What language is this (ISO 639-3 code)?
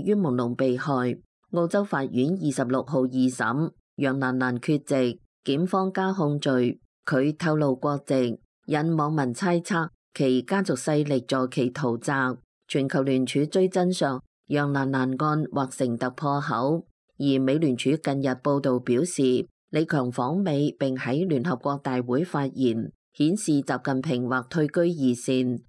yue